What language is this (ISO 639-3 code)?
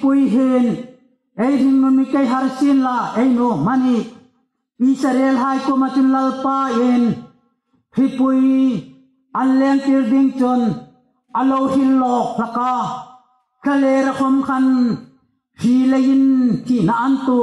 hmr